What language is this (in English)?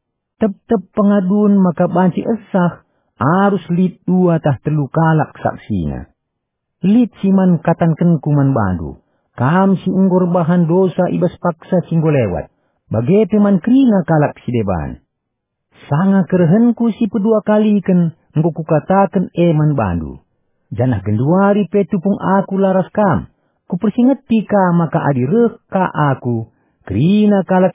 Batak Karo